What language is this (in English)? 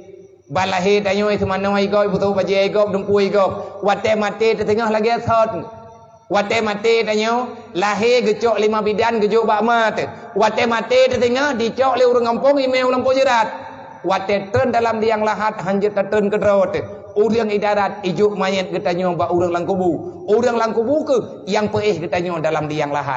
Achinese